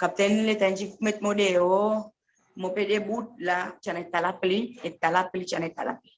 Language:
Seselwa Creole French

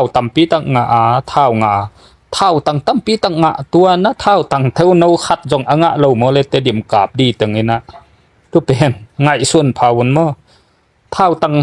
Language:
Tedim Chin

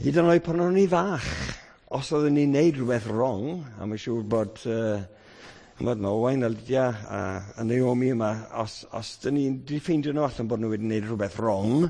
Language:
Welsh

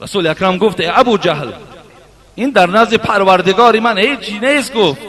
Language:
Tajik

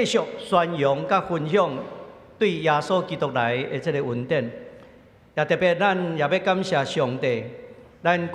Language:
Min Nan Chinese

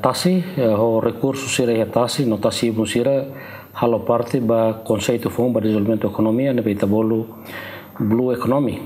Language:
Tetum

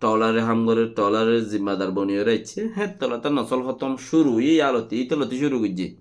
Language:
Rohingya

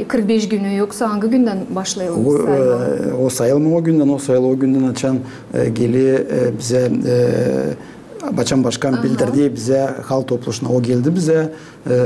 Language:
Gagauz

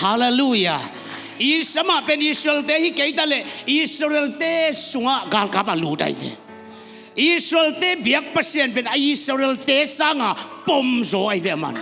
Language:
Tedim Chin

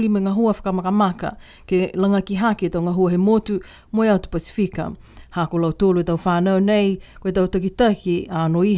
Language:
Niuean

